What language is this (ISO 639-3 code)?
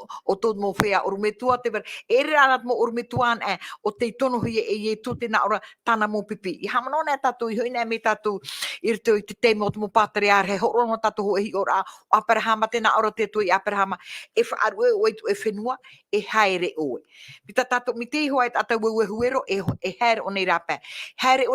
tah